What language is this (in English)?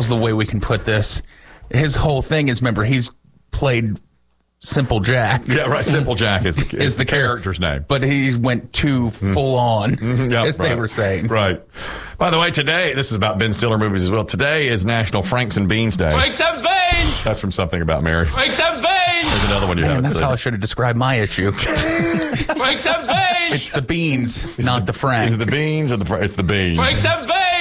English